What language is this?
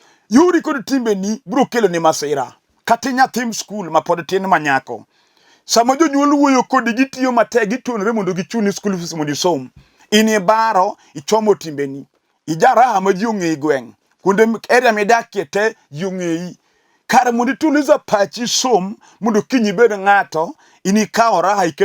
Luo (Kenya and Tanzania)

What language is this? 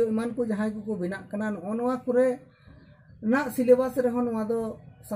Santali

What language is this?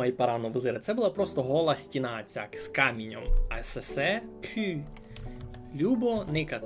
Rusyn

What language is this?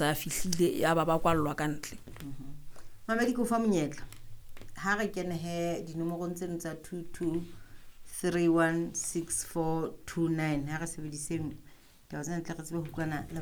Southern Sotho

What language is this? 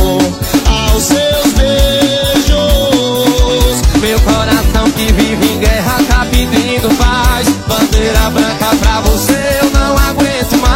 Portuguese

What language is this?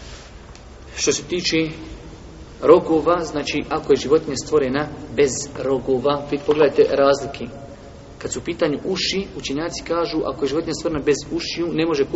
Bosnian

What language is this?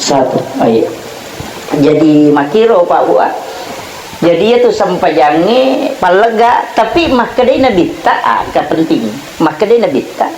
Buginese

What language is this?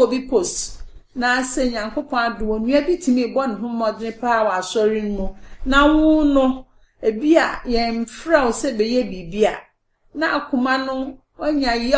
Akan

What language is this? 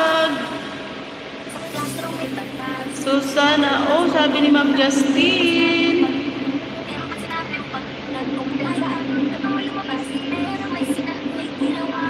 Filipino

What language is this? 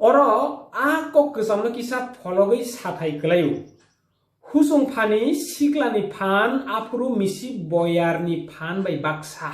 Kok Borok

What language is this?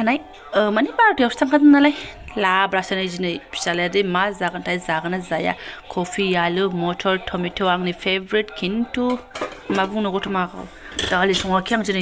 Bodo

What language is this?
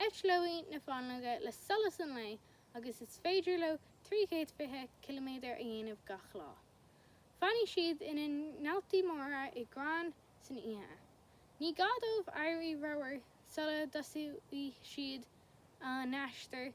Irish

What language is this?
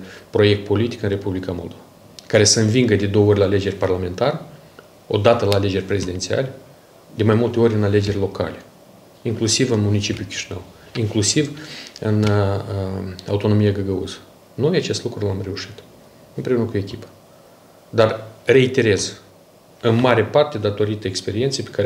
Romanian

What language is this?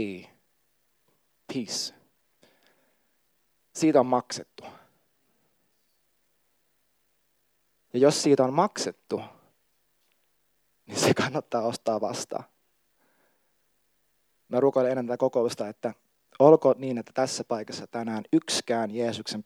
Finnish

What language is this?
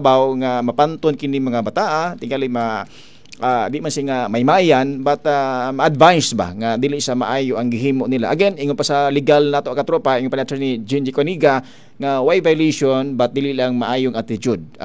Cebuano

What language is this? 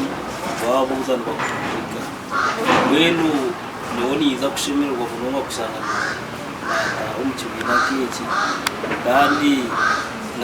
Nyankole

